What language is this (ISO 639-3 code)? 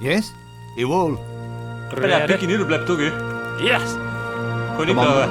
bar